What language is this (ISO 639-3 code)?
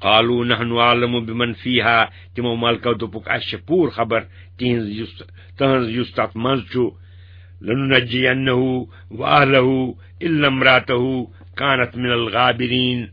kas